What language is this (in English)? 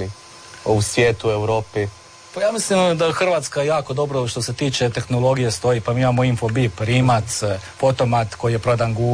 Croatian